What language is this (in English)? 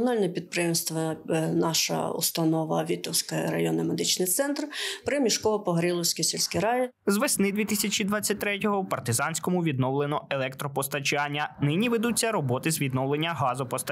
Ukrainian